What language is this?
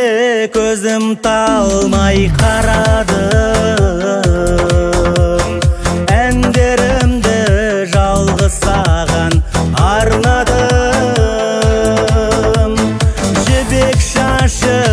Kazakh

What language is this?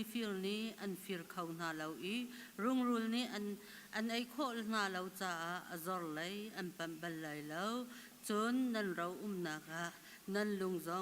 Hakha Chin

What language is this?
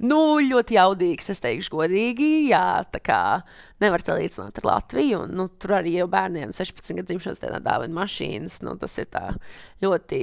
Latvian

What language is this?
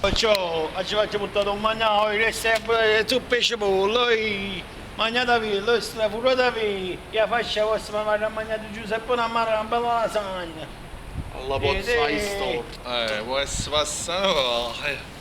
Neapolitan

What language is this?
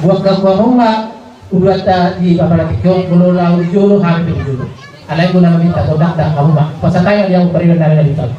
Batak Toba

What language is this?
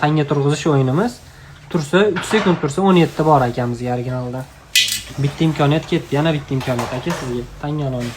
Uzbek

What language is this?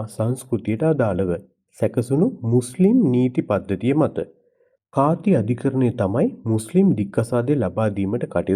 Sinhala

